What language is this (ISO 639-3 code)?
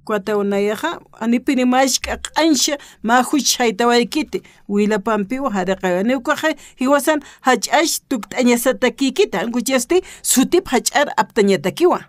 aym